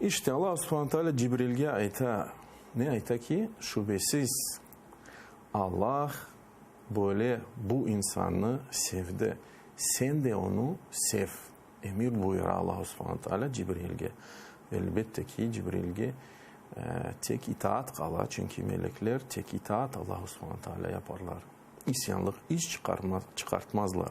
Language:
Crimean Tatar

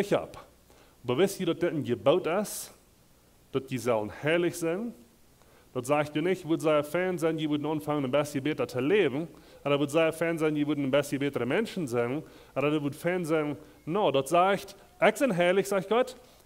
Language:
Plautdietsch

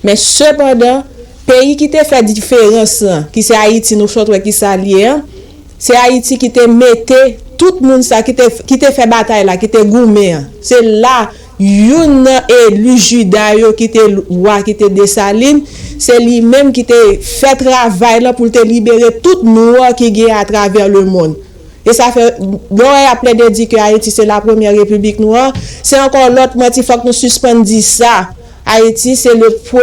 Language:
Haitian Creole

